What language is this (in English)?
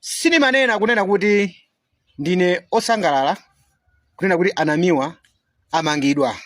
Nyanja